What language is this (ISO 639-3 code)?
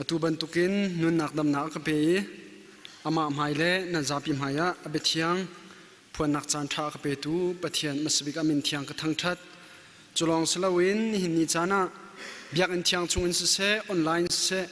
cnh